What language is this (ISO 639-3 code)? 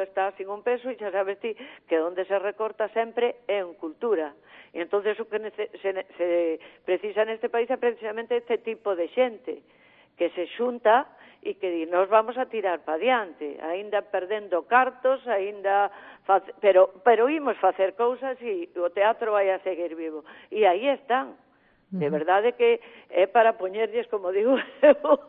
glg